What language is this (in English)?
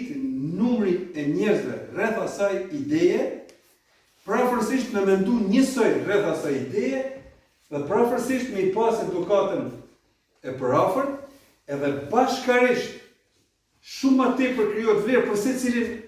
Albanian